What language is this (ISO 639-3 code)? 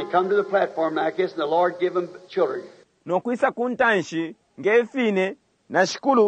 bem